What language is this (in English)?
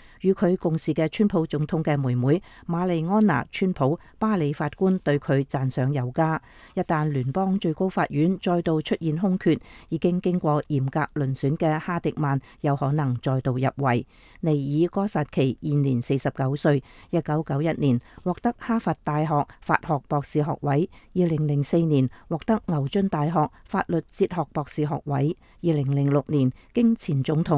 Cantonese